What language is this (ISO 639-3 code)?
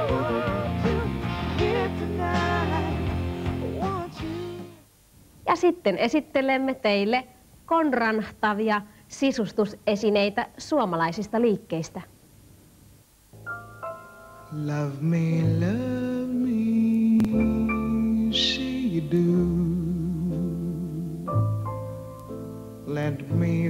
fin